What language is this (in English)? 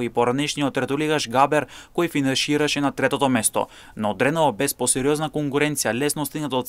Macedonian